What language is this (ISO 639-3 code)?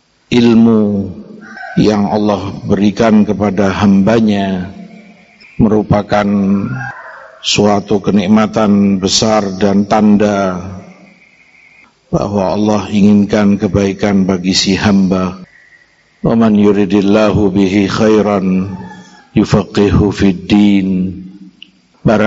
ind